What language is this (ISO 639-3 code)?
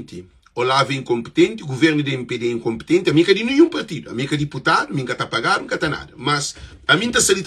kea